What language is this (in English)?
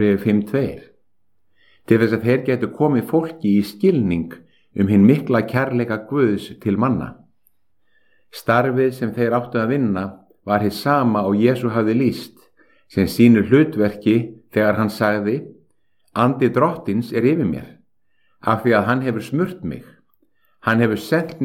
Icelandic